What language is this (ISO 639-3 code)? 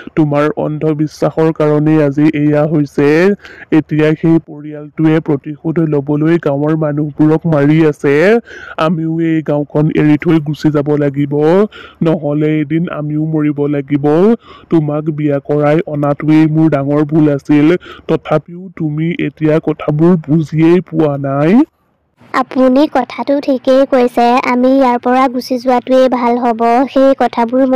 asm